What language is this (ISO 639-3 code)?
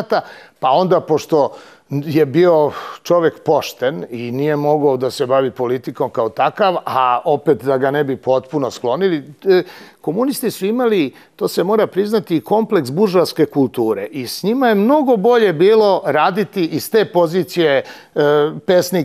srp